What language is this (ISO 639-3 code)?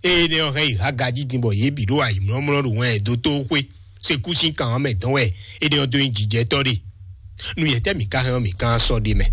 fon